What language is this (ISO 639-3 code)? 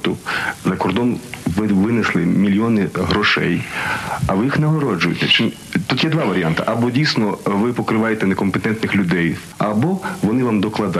ukr